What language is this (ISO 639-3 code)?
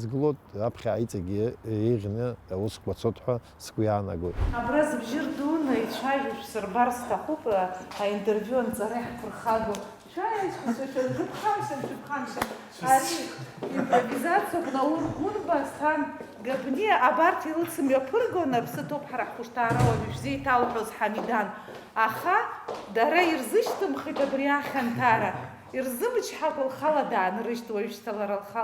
abk